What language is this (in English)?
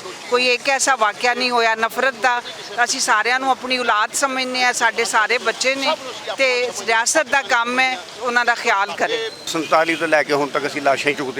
Western Panjabi